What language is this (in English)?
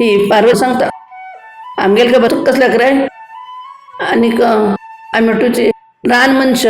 Konkani